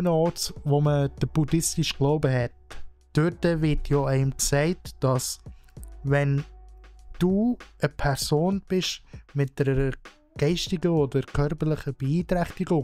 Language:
Swiss German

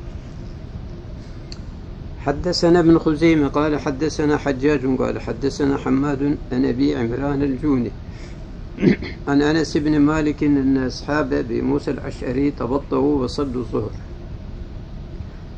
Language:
Turkish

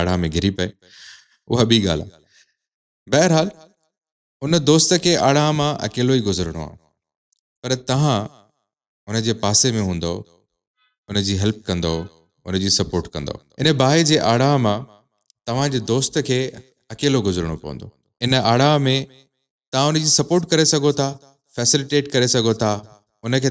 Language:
Sindhi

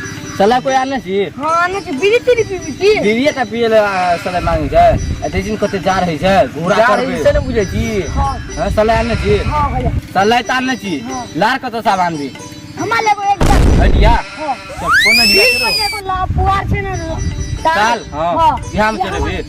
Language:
Maithili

